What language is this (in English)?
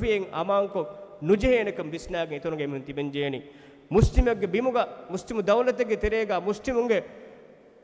Divehi